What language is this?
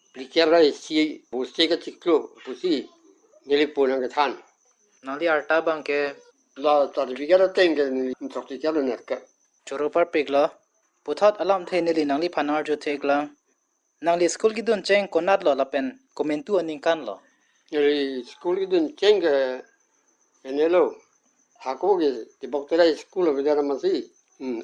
Karbi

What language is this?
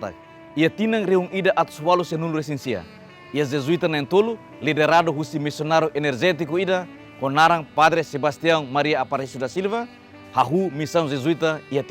Tetum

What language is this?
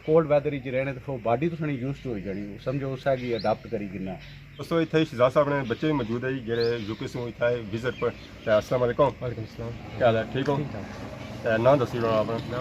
Pahari-Potwari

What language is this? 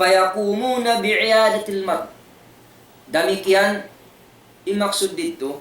Tausug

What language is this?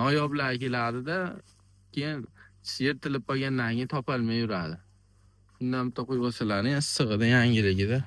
Uzbek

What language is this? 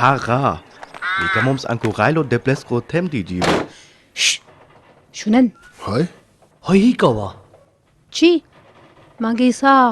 Sinte Romani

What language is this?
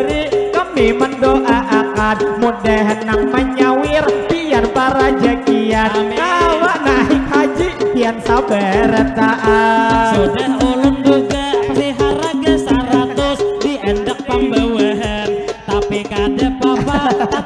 Banjar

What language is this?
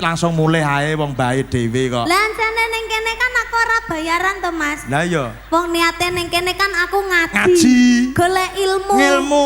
Javanese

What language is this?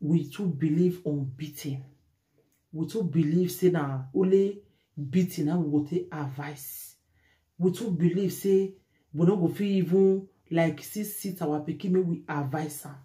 Nigerian Pidgin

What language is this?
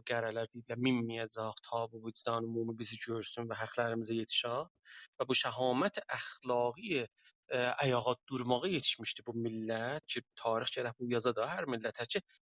South Azerbaijani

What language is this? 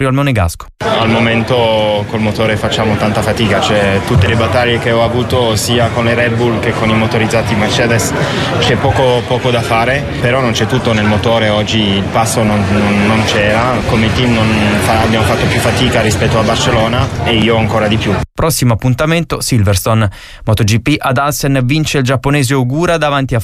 Italian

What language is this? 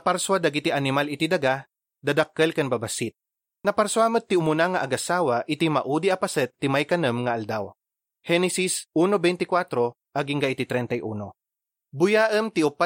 Iloko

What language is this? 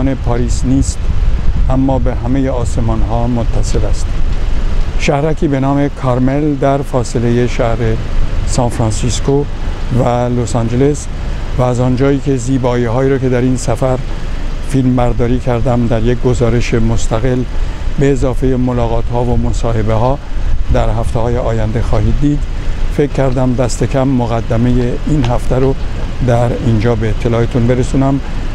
Persian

